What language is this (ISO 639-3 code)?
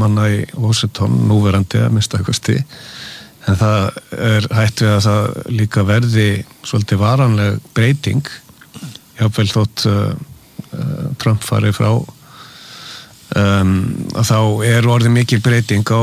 isl